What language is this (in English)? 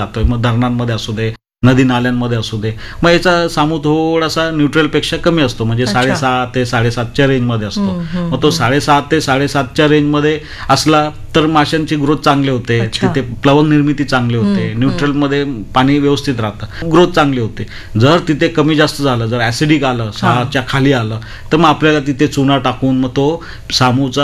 Marathi